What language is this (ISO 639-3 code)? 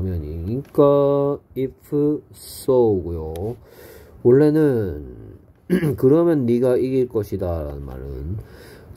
kor